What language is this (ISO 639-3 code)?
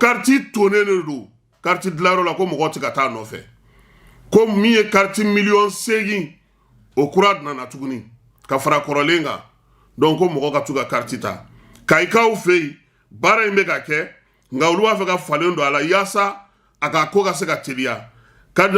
bam